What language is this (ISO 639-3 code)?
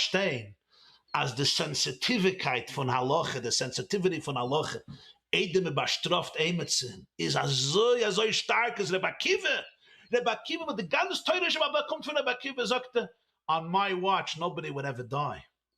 yid